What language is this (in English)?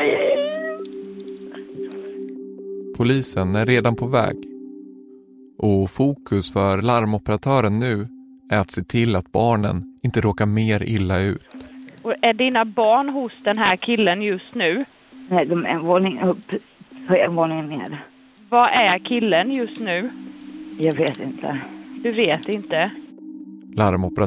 Swedish